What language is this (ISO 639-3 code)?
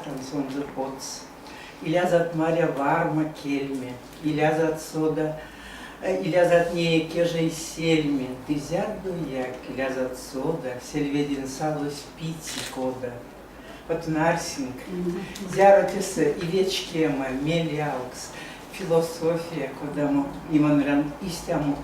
myv